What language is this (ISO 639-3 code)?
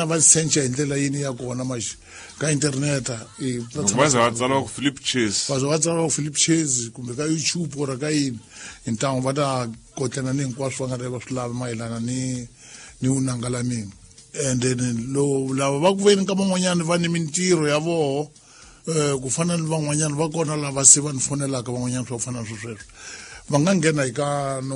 tso